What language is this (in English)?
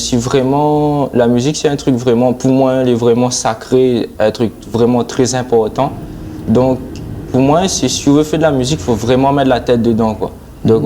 Réunion Creole French